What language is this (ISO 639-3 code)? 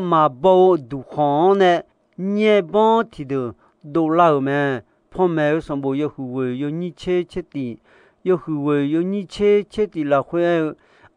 ahk